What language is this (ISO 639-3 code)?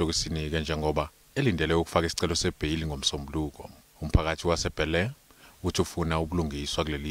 zul